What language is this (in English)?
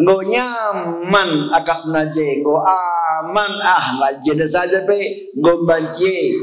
Batak Karo